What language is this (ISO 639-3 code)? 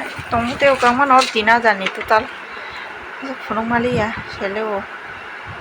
trp